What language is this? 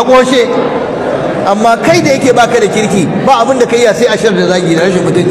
Hausa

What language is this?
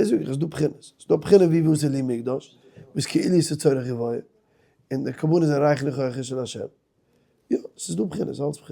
Yiddish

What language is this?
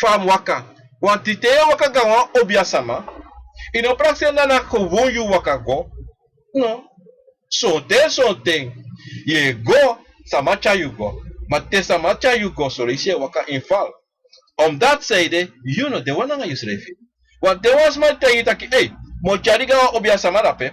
Sranan Tongo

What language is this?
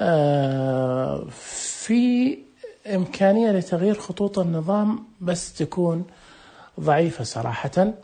Najdi Arabic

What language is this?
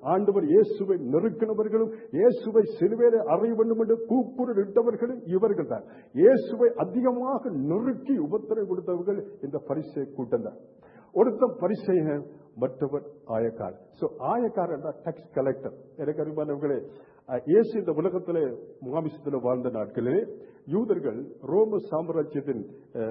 Tamil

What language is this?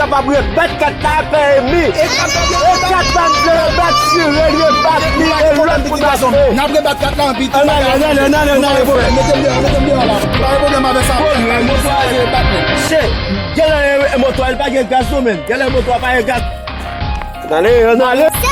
Haitian Creole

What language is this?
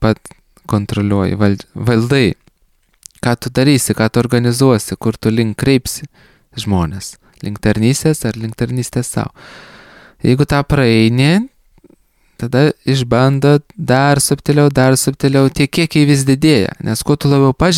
Lithuanian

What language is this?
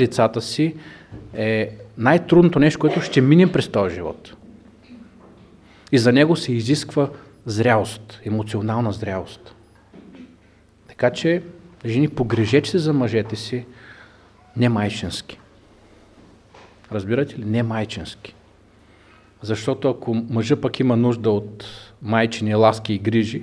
Bulgarian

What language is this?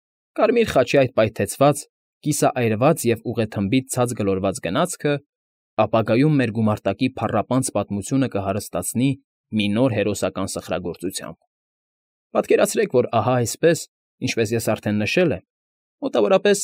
Armenian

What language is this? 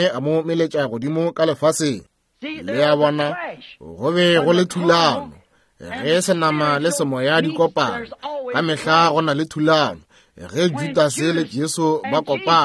Northern Sotho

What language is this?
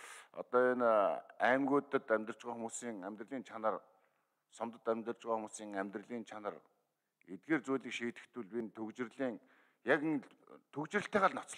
Mongolian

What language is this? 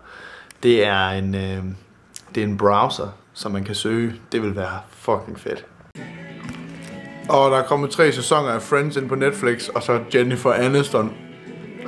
Danish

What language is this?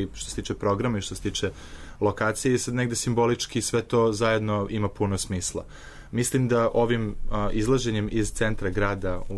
Serbian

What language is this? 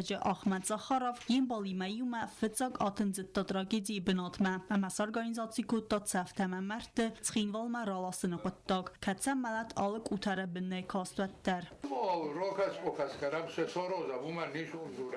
Ossetic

